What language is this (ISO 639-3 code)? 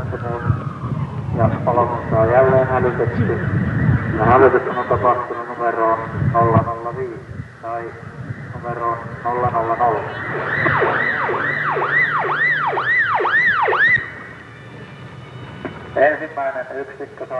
fin